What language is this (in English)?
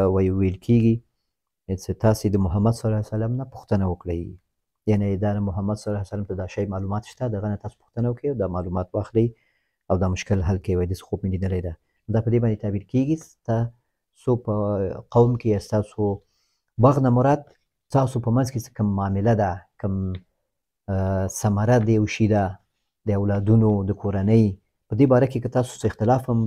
Pashto